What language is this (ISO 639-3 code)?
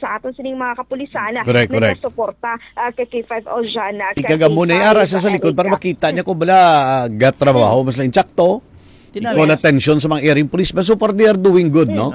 hil